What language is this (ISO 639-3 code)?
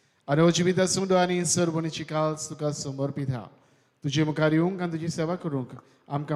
kok